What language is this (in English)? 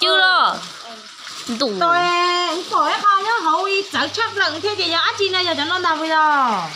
Hmong